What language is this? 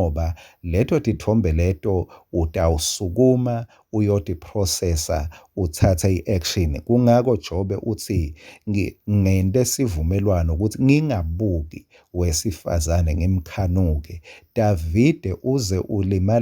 Swati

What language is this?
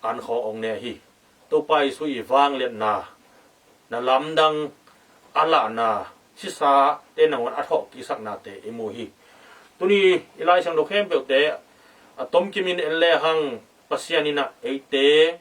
Tedim Chin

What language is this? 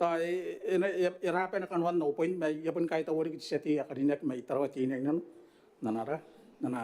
Gilbertese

